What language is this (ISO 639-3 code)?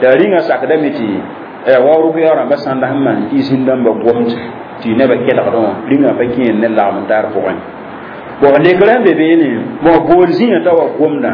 mos